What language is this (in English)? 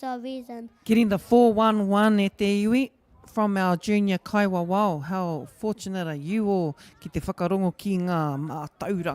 Māori